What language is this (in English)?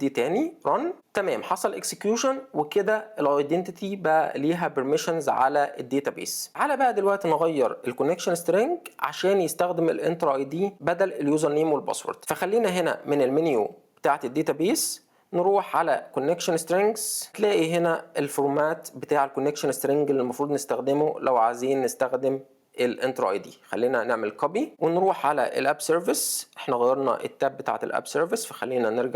Egyptian Arabic